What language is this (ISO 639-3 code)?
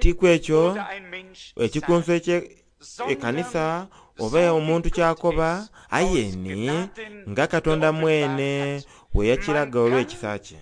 xog